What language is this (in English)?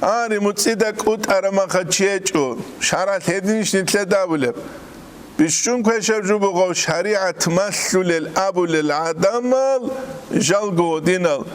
Avaric